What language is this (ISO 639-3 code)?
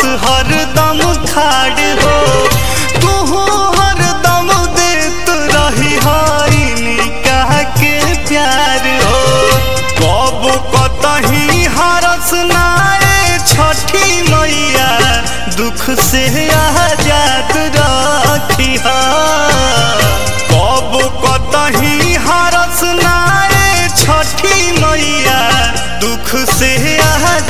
bho